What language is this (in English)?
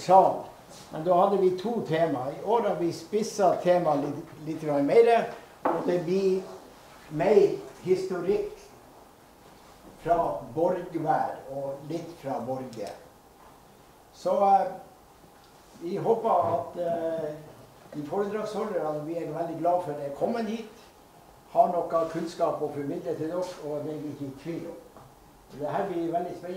Norwegian